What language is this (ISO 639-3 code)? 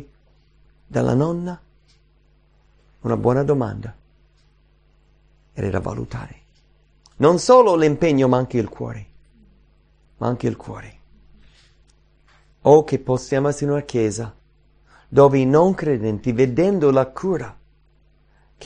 ita